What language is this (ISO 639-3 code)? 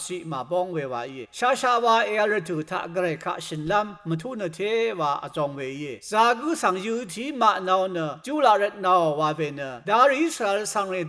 raw